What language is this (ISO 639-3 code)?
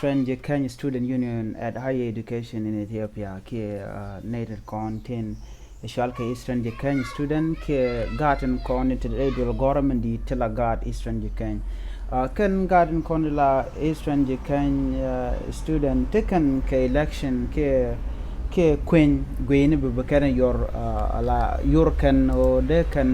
nus